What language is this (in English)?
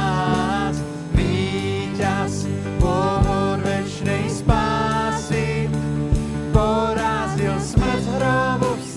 Slovak